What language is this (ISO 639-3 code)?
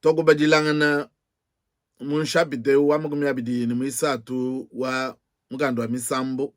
lua